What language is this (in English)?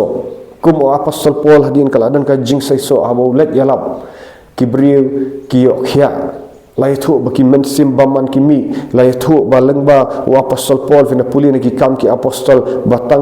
Khasi